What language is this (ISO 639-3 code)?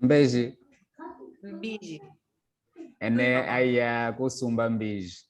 kmb